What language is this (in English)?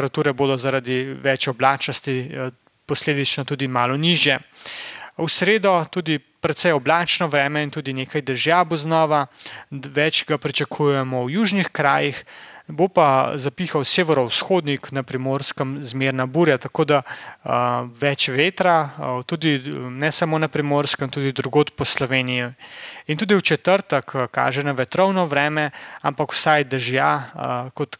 Slovenian